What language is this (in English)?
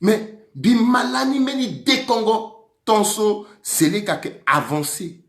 Sango